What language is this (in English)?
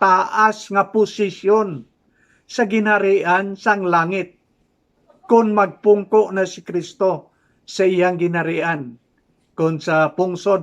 Hiligaynon